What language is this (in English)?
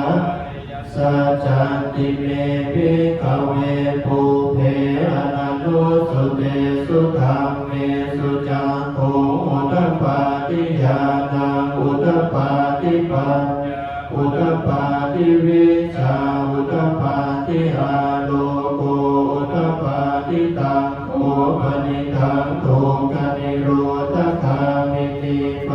Pali